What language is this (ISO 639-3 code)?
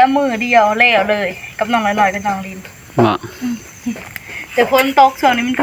tts